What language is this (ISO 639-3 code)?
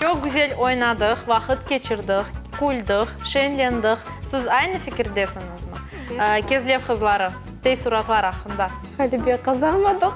crh